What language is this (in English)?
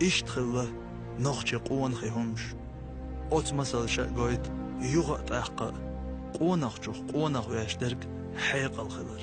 Chechen